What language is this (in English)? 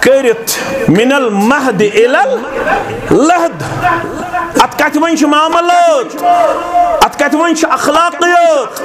Kashmiri